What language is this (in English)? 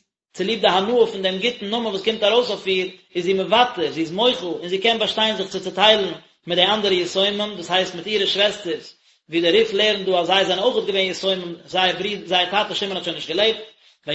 Yiddish